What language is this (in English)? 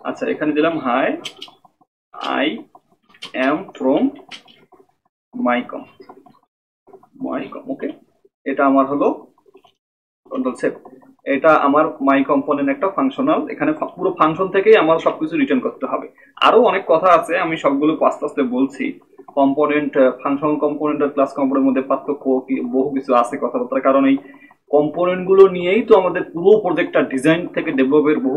Bangla